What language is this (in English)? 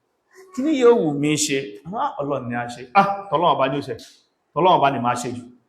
Yoruba